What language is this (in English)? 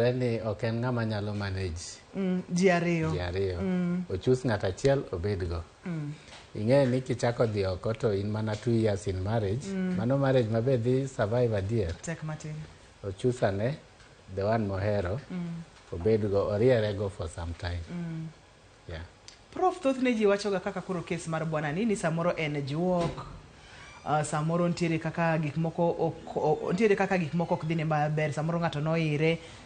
Luo (Kenya and Tanzania)